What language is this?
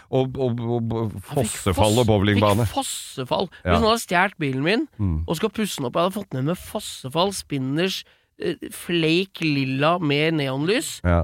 Norwegian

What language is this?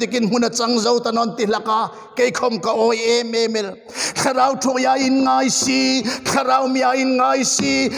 Hmar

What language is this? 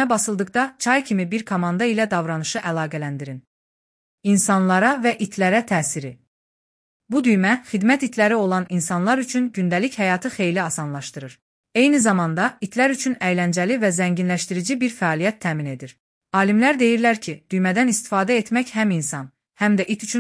Azerbaijani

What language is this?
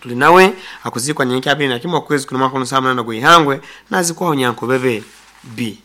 Nyoro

